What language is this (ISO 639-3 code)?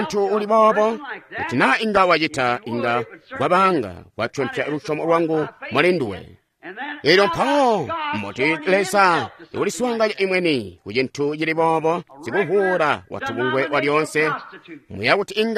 toi